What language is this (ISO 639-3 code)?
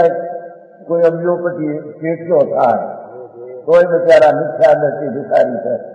guj